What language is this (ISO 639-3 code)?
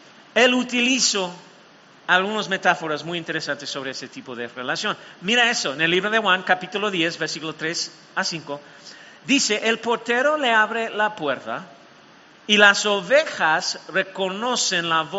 spa